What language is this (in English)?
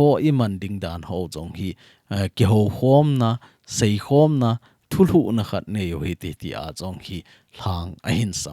Thado Chin